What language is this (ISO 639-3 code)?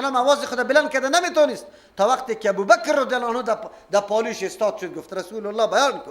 fas